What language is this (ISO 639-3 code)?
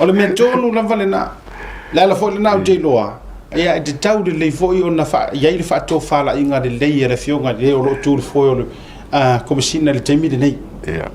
smo